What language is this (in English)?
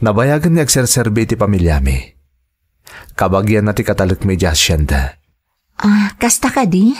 Iloko